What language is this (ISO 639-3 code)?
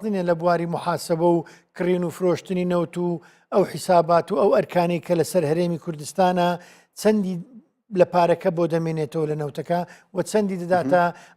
ckb